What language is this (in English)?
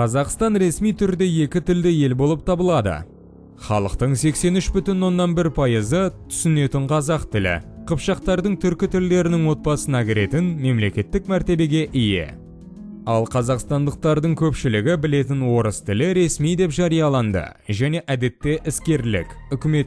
Kazakh